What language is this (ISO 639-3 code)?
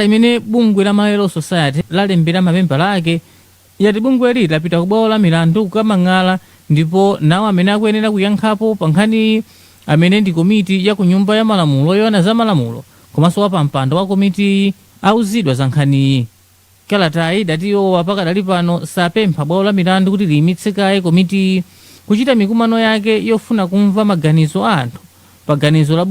nya